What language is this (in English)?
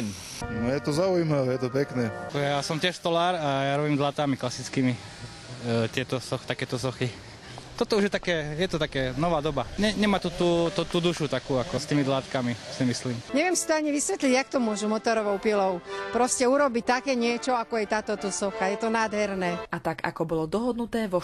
Slovak